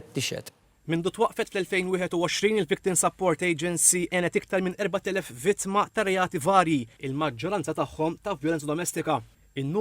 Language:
Maltese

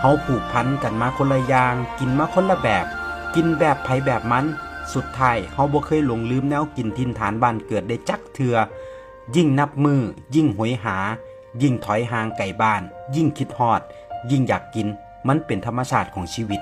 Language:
Northeastern Thai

